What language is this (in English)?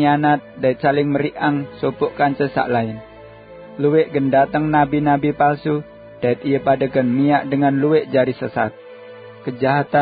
Sasak